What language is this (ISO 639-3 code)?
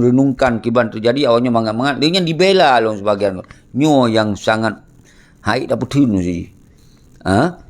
ace